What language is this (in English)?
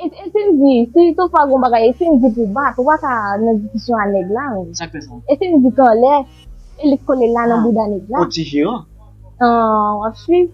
Haitian Creole